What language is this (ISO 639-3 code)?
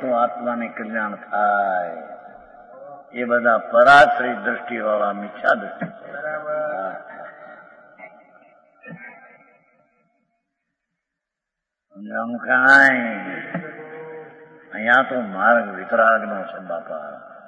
guj